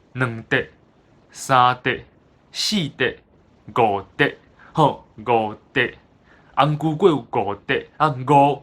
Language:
Min Nan Chinese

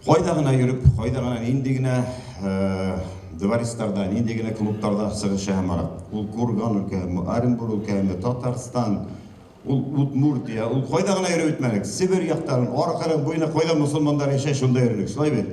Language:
Bashkir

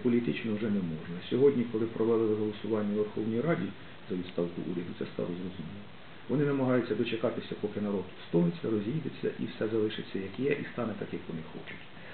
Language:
Ukrainian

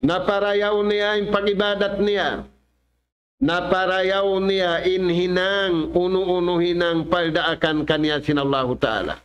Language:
Tausug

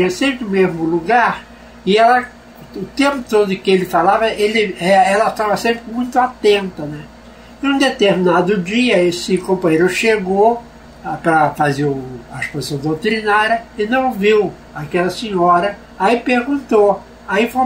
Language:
Portuguese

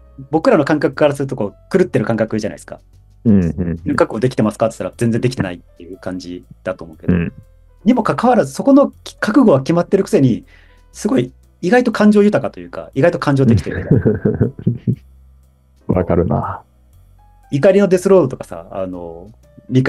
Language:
Japanese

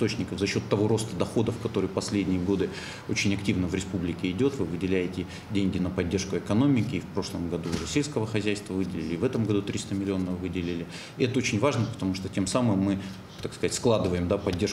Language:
Russian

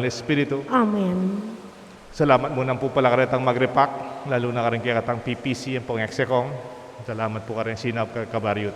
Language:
Pampanga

